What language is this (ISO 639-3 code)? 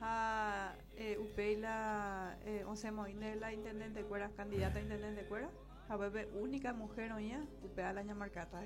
grn